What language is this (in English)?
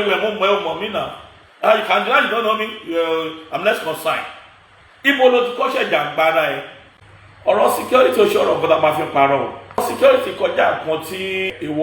Yoruba